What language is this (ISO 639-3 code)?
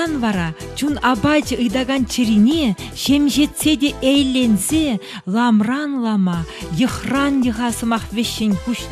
chv